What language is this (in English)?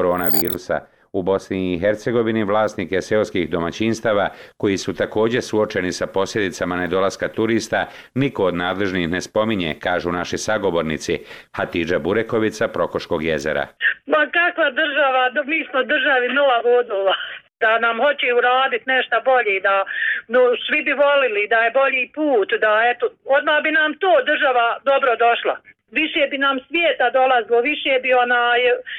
Bosnian